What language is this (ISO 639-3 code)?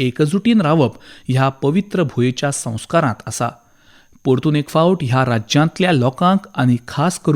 kok